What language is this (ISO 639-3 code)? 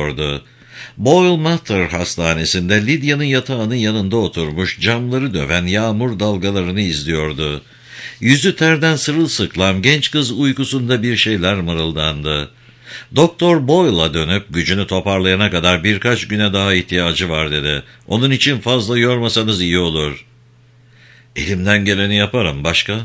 tur